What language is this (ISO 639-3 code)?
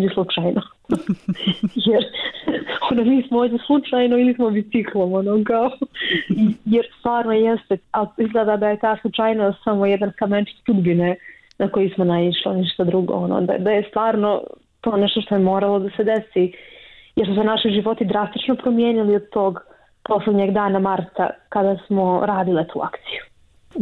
bos